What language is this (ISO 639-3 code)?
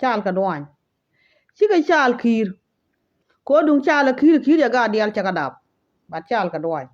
nus